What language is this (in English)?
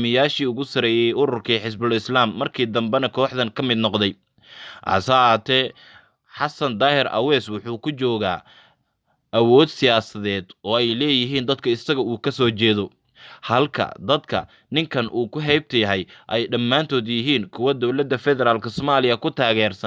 Somali